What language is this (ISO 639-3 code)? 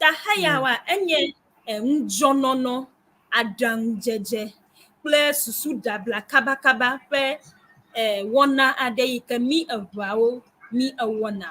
ewe